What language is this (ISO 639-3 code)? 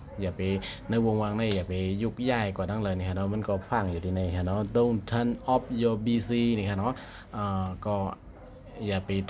shn